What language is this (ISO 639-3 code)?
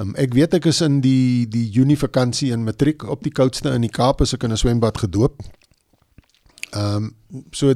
afr